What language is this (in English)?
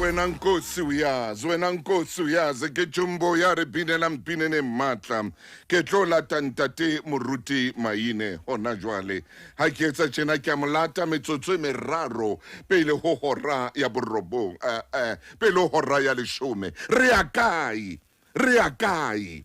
Southern Sotho